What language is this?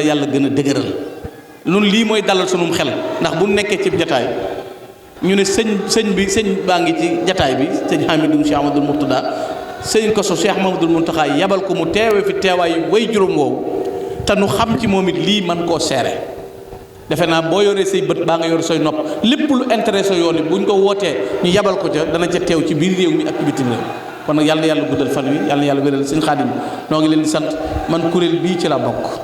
Wolof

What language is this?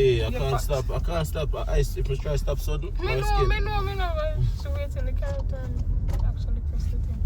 Jamaican Creole English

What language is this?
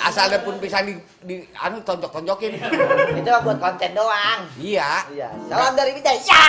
Betawi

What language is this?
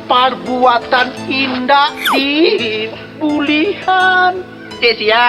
Minangkabau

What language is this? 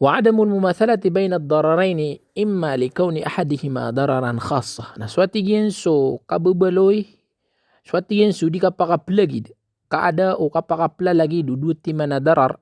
Maranao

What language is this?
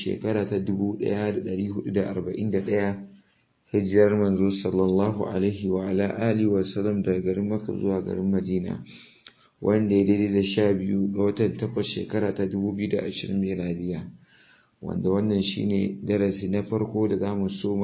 Hausa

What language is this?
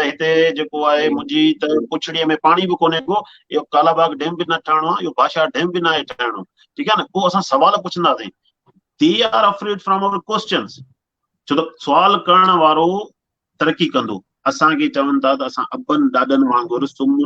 Sindhi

